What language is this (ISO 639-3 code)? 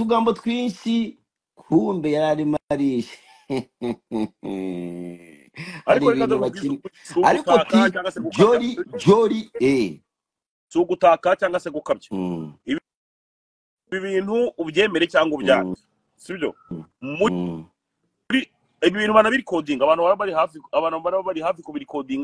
kin